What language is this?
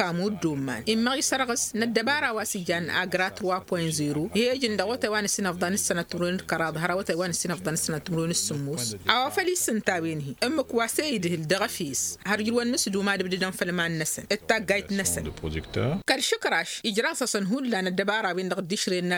Tamasheq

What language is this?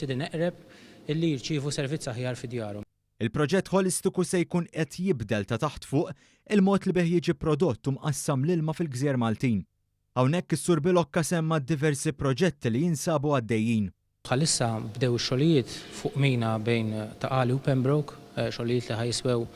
Maltese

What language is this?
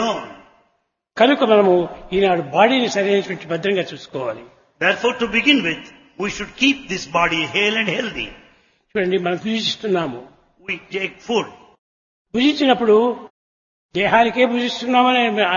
Telugu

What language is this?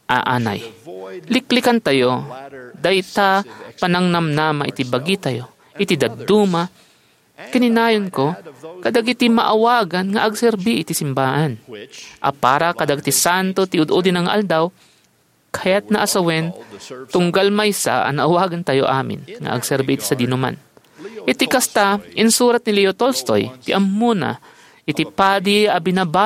Iloko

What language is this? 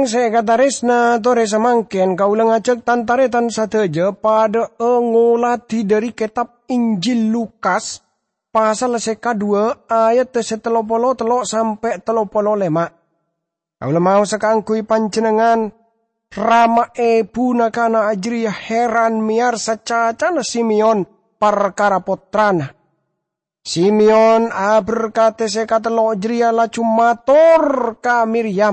Madurese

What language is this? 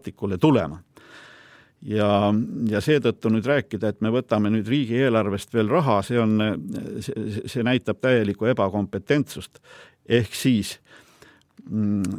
Estonian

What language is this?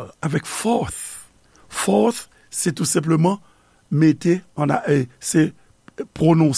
Haitian Creole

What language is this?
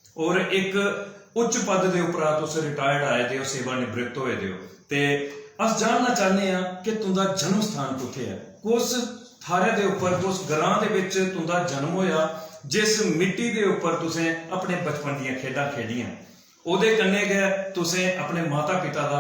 Dogri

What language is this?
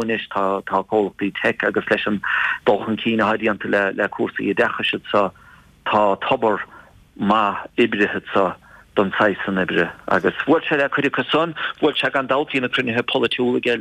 Irish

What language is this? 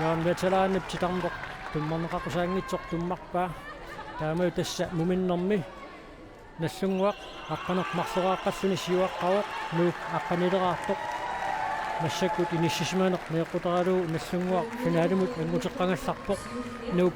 Kalaallisut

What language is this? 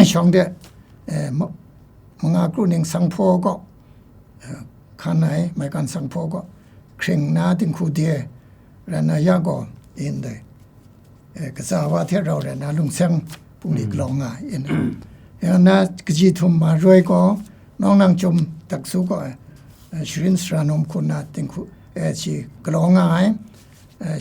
Kachin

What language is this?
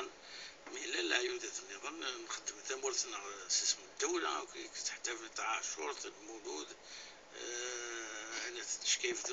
Kabyle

